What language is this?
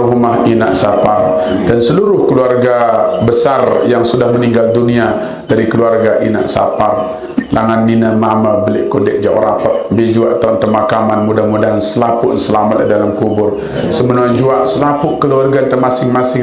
Sasak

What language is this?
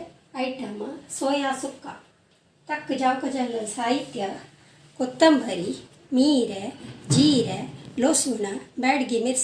Konkani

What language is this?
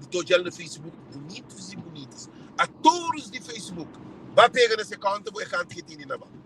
Kabuverdianu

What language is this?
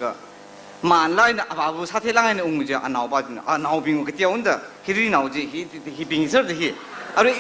Tangkhul Naga (India)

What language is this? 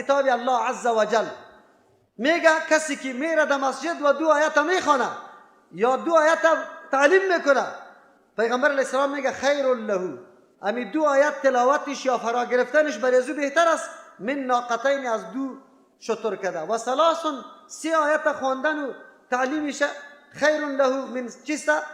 Persian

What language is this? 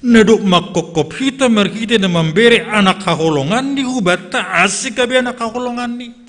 Batak Simalungun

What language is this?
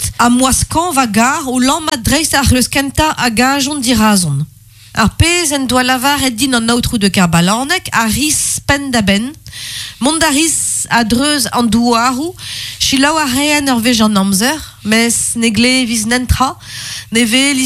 Breton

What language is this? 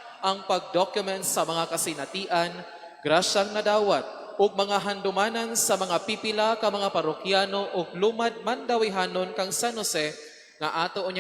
Cebuano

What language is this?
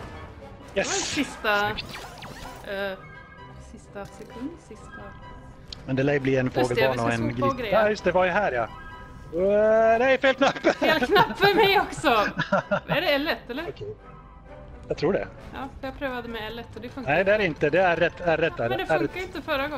Swedish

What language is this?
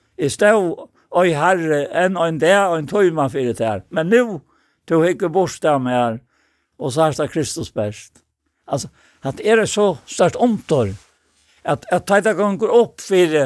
Faroese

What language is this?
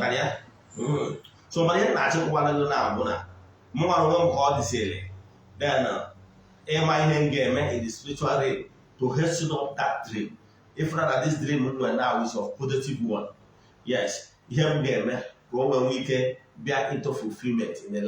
Igbo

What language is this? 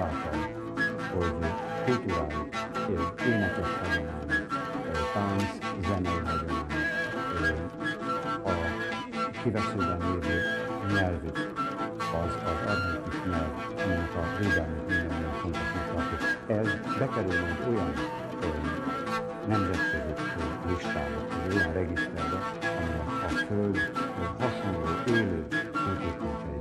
Hungarian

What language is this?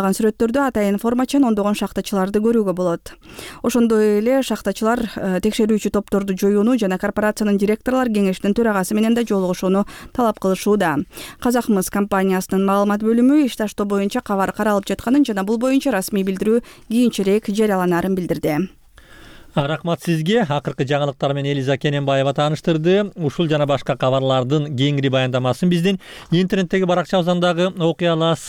Kyrgyz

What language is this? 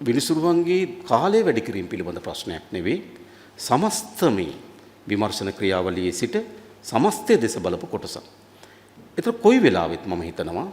Sinhala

